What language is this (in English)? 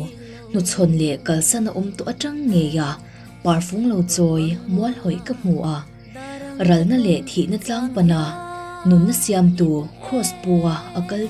Mizo